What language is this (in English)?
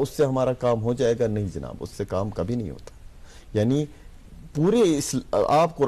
Urdu